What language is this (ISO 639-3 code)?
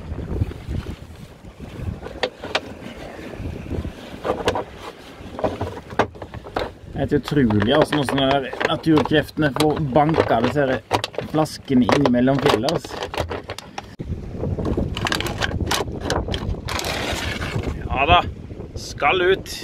nor